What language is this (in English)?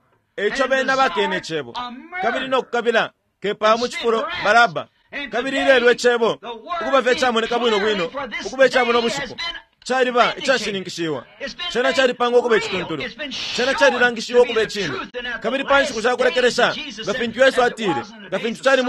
Bemba